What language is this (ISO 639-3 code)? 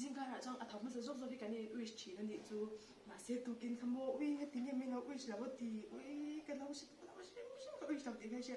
lus